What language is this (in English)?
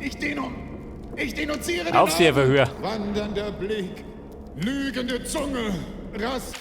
Bavarian